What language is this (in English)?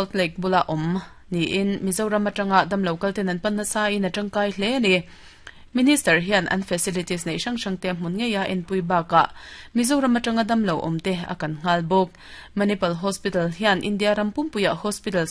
Mizo